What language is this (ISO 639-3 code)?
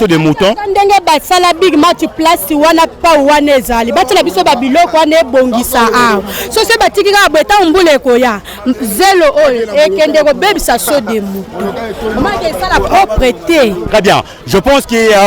lin